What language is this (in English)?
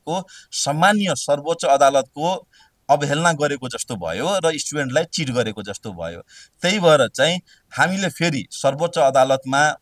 Nepali